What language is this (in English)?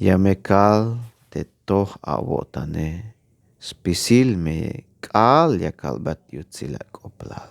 Tzeltal